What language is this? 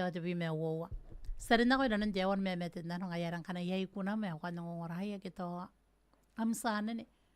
Gilbertese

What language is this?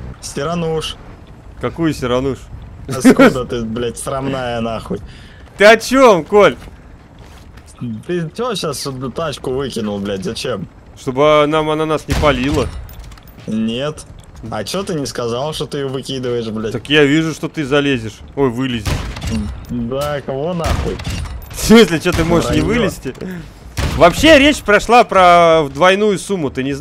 Russian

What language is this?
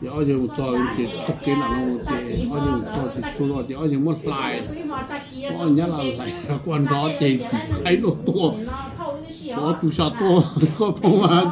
Hmong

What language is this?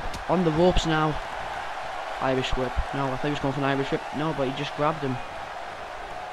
English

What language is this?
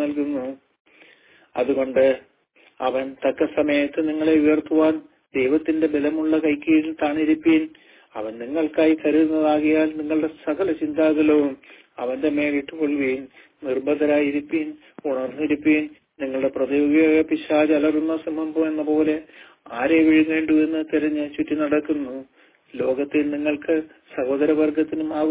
Malayalam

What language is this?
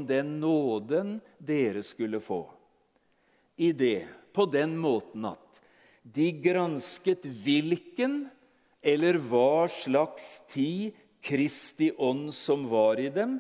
Norwegian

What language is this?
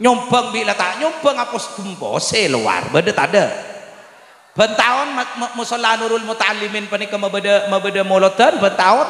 Madurese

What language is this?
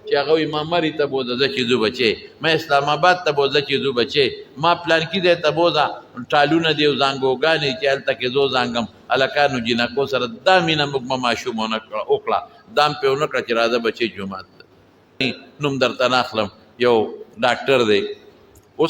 Pashto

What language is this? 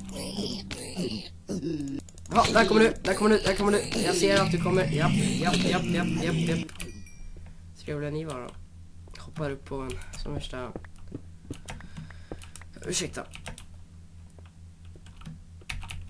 Swedish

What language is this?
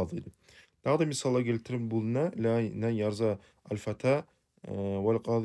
Kumyk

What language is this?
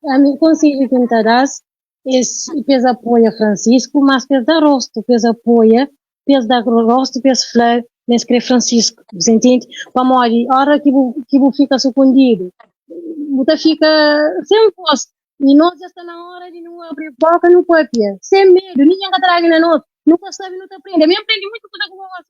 Kabuverdianu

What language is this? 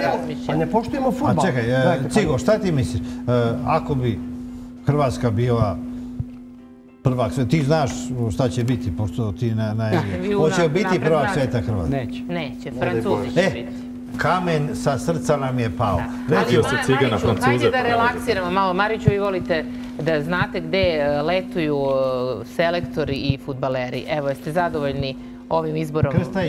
Serbian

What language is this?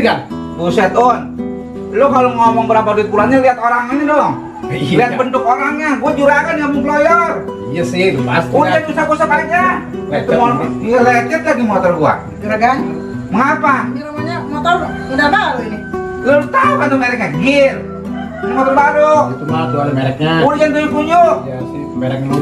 Betawi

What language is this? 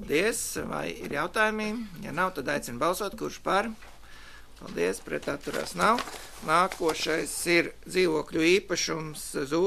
Latvian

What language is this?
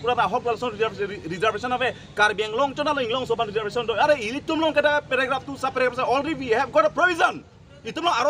Karbi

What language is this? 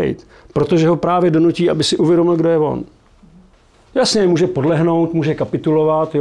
Czech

